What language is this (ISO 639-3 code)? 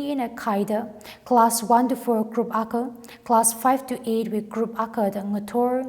nmf